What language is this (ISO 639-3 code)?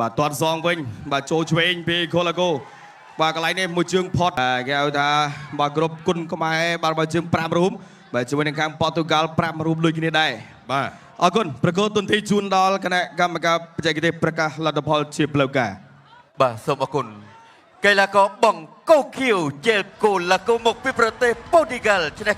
khm